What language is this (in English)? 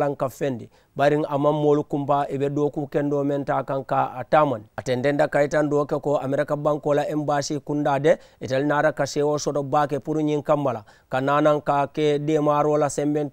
Mandingo